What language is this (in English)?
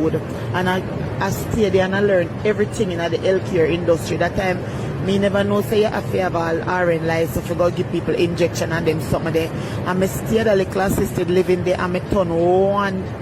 Jamaican Creole English